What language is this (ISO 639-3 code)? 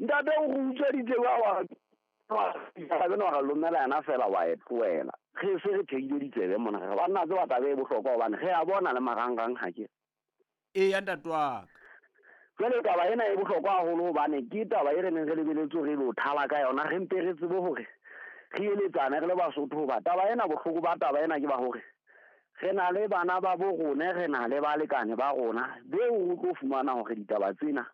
sot